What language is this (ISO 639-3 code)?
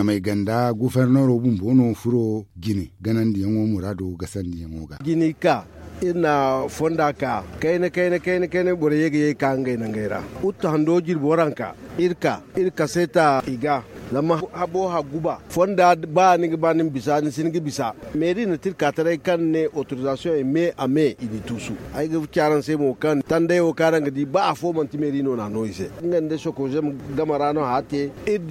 dje